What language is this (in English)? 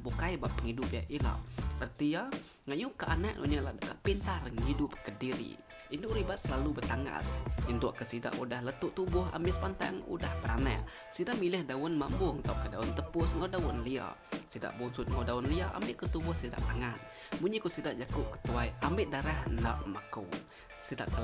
Iban